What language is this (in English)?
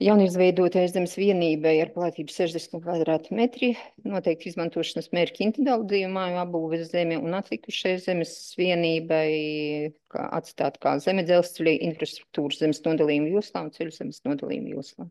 Latvian